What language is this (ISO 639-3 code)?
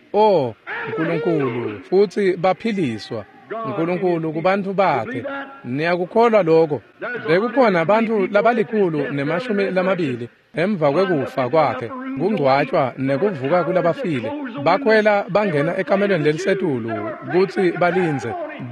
ssw